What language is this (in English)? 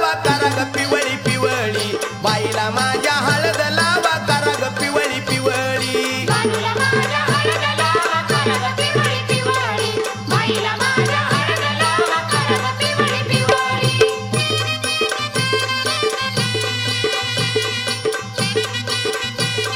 Marathi